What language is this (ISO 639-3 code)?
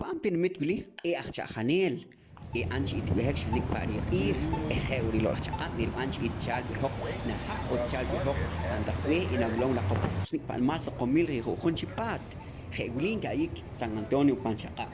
poh